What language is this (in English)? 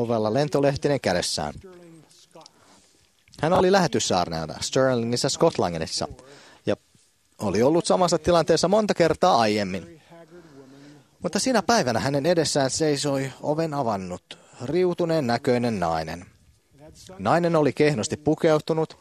Finnish